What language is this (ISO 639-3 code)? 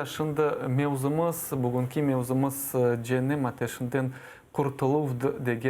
crh